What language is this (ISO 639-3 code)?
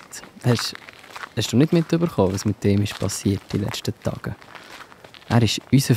gsw